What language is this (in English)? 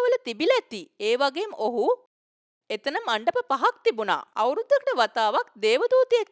Sinhala